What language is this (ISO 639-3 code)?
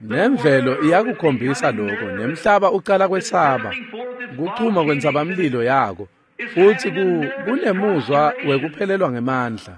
ssw